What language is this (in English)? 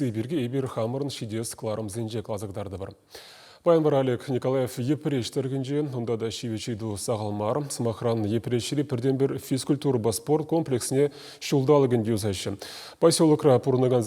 Chuvash